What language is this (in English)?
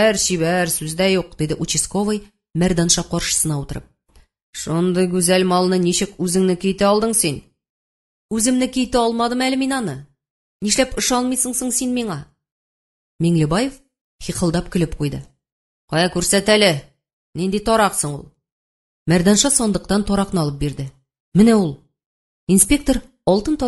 Tatar